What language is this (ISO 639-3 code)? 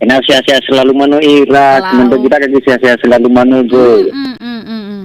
nia